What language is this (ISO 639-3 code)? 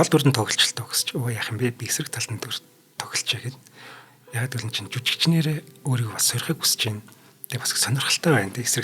mon